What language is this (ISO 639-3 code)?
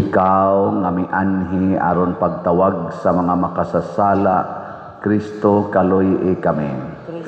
ceb